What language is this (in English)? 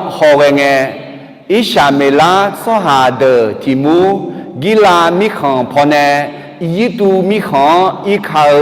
Akha